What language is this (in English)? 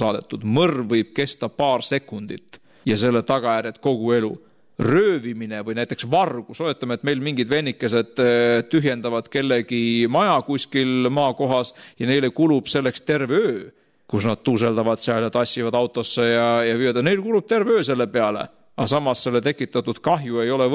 Estonian